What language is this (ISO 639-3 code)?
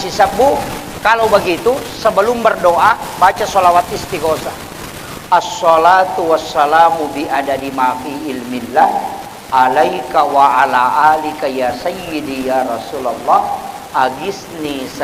bug